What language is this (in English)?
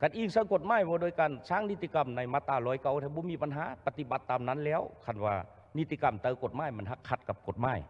Lao